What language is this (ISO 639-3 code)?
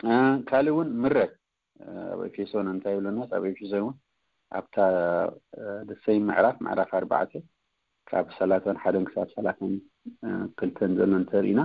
tir